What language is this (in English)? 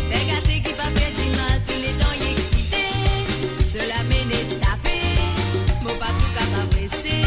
Morisyen